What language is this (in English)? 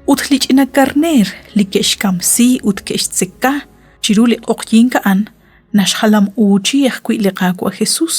Kekchí